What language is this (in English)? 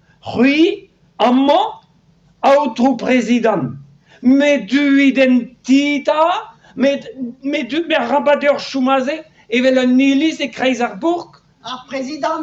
Breton